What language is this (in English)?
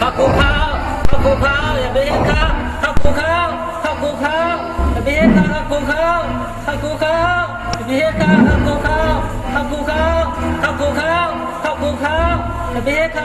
Shan